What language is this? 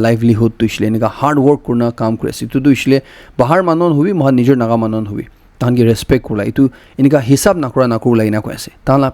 Naga Pidgin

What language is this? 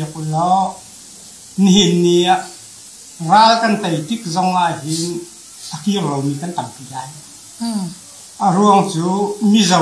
Hakha Chin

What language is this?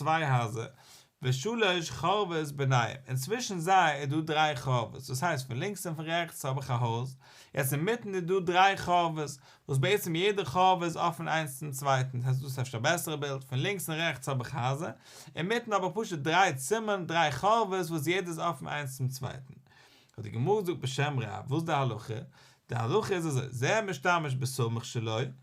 Yiddish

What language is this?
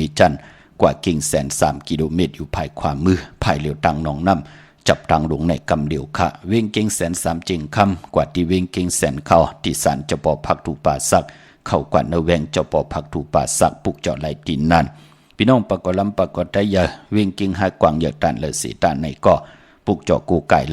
Shan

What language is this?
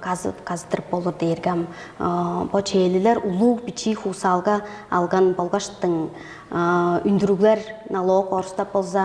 Tuvinian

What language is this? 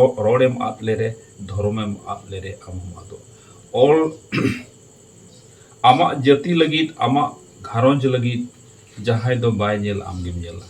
Santali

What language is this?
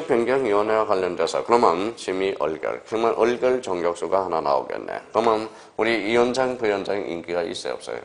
Korean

